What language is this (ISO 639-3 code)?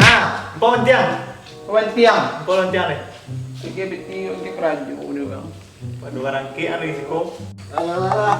min